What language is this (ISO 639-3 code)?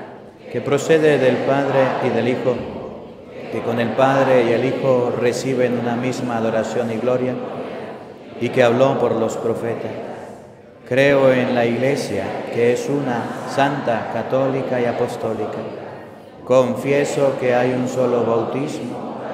spa